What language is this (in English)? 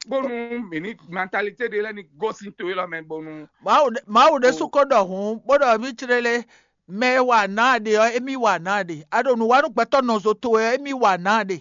Fon